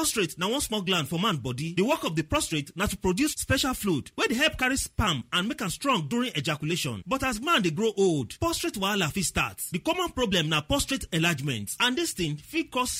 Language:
Nigerian Pidgin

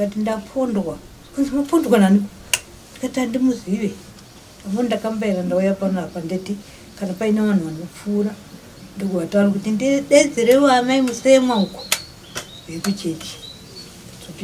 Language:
Shona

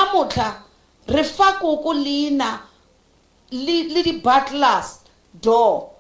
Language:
Northern Sotho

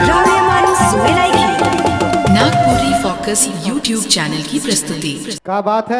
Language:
Sadri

